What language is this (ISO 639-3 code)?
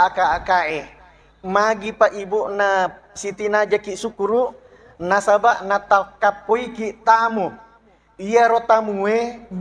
bug